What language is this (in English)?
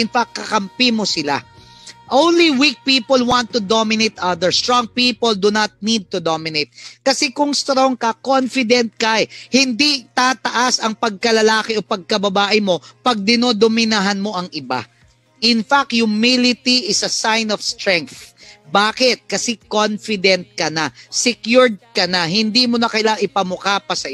Filipino